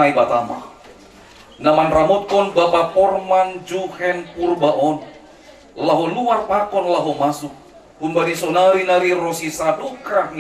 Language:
Batak Simalungun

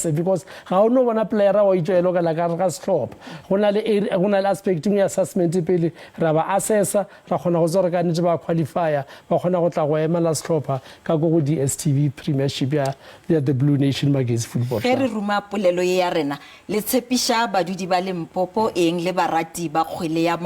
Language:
Northern Sotho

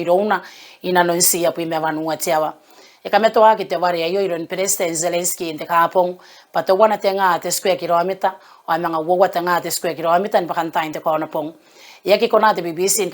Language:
Gilbertese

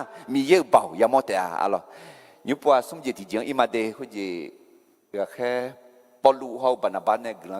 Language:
Akha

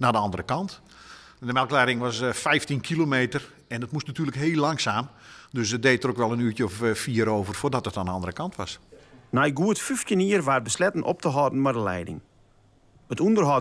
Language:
Western Frisian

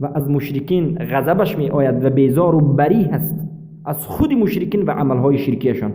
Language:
Persian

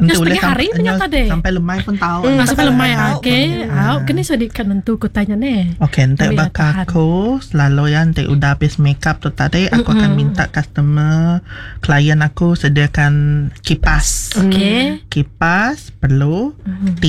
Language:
Iban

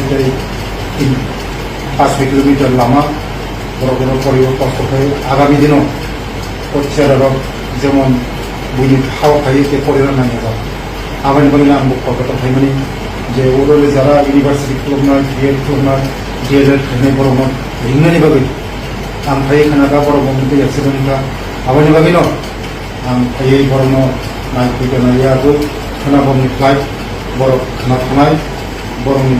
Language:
Kok Borok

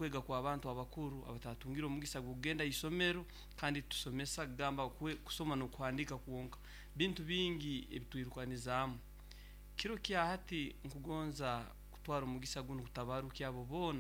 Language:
Nyoro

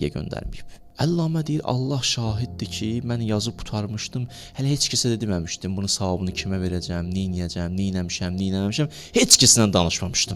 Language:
Azerbaijani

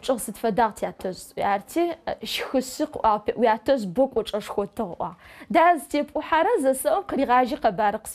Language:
Adyghe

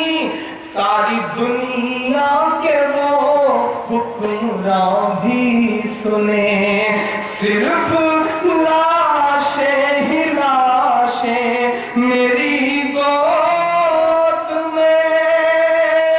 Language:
Urdu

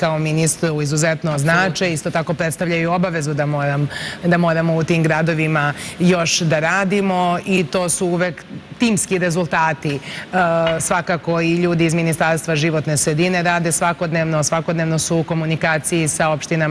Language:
Serbian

